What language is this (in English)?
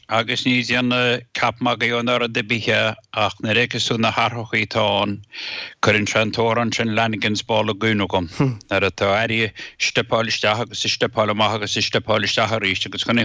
Irish